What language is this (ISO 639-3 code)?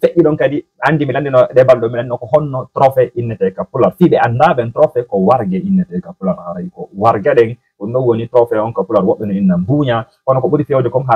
ful